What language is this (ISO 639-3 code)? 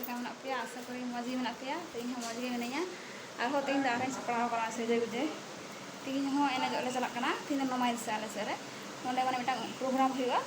sat